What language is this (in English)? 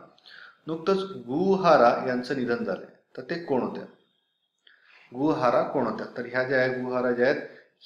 Marathi